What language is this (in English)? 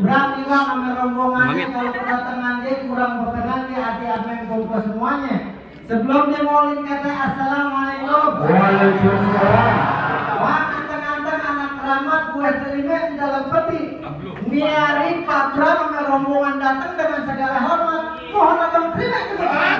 Betawi